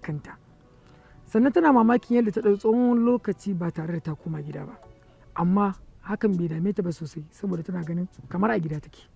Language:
Hausa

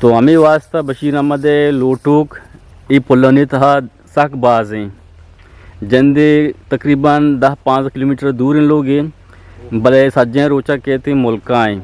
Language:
Eastern Balochi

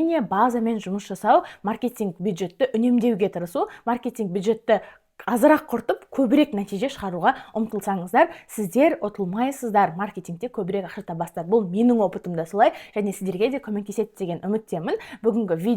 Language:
Kazakh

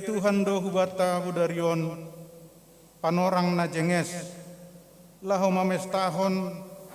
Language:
Batak Simalungun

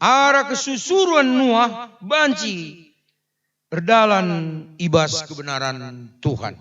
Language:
Batak Karo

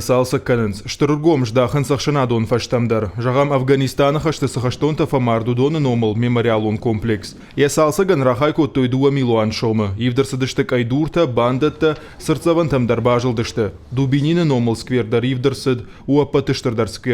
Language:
Ossetic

